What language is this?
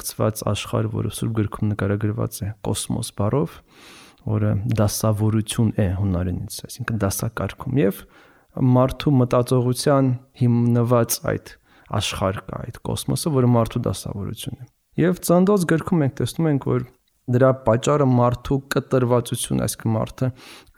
Armenian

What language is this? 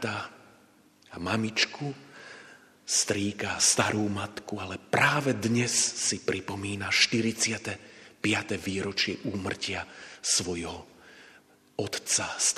Slovak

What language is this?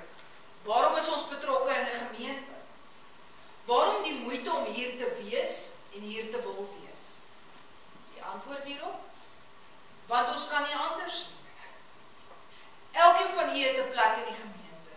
Afrikaans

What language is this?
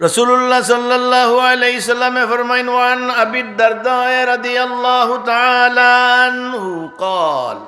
Sylheti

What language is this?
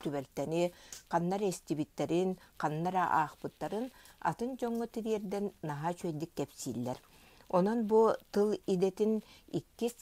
Yakut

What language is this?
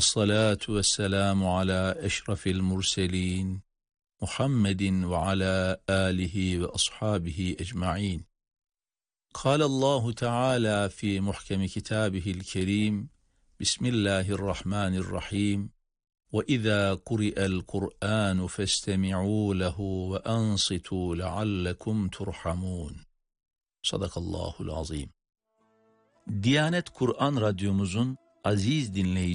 Turkish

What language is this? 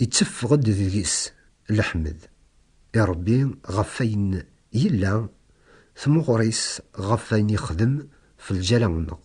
Kabyle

